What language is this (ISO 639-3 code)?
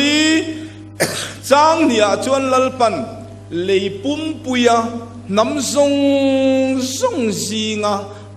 lus